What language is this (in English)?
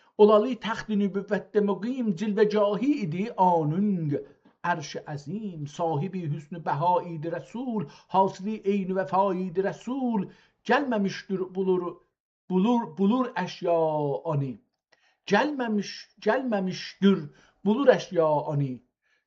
South Azerbaijani